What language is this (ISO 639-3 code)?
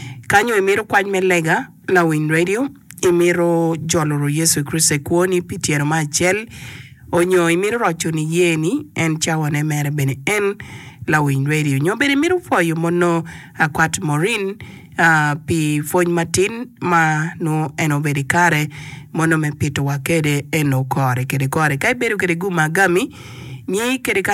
ach